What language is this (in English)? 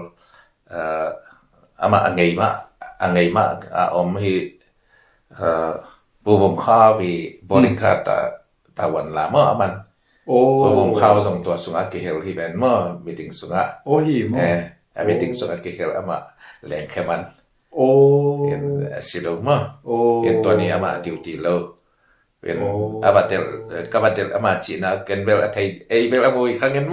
Tedim Chin